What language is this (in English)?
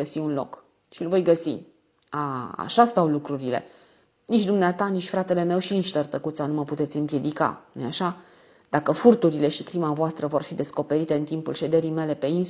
Romanian